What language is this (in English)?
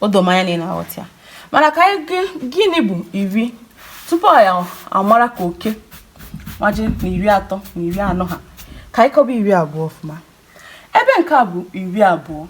Igbo